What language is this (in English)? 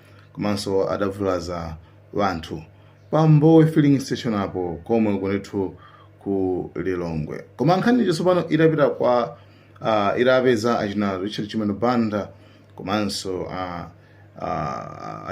Nyanja